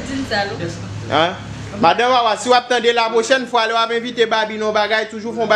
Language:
Haitian Creole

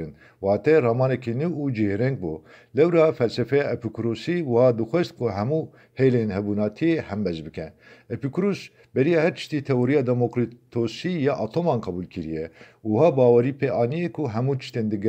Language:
Kurdish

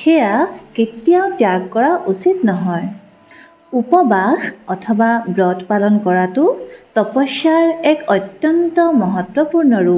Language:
Assamese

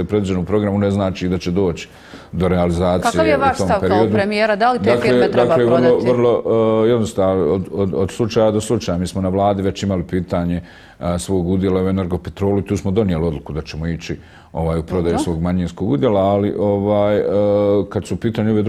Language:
Bosnian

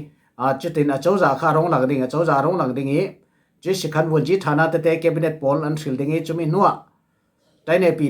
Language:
Falam Chin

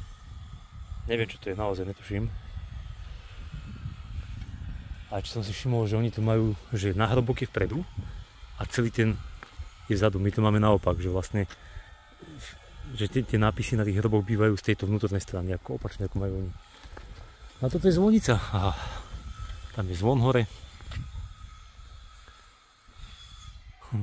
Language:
Slovak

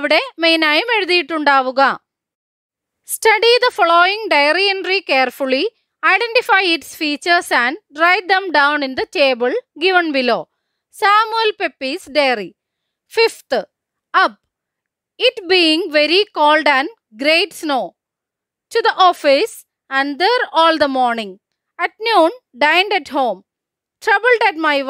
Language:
Malayalam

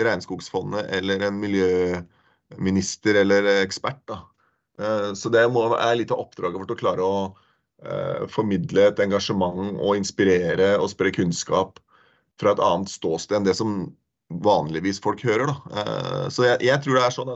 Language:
Norwegian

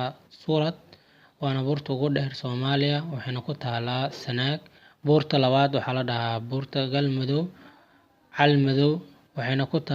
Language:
Somali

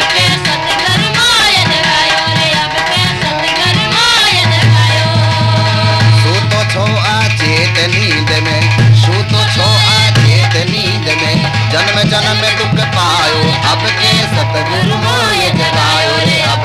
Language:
Haryanvi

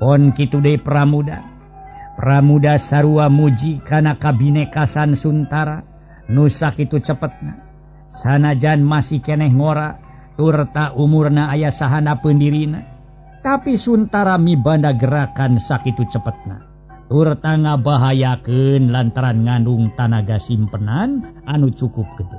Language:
Sundanese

